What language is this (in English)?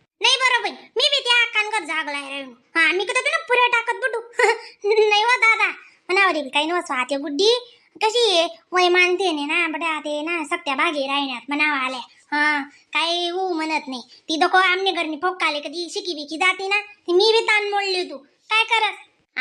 Khandesi